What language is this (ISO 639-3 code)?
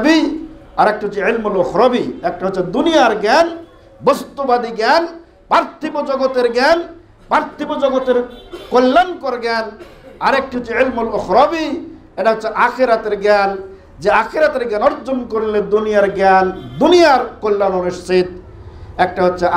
ben